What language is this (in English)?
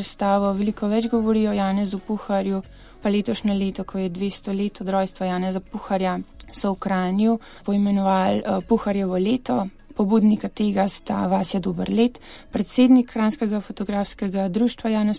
Slovenian